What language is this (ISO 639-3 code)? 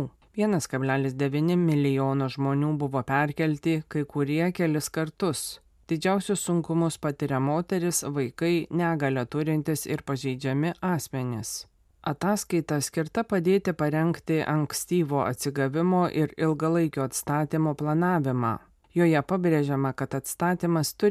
lit